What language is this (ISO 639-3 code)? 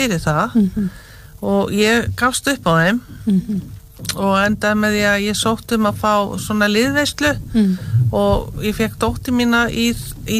isl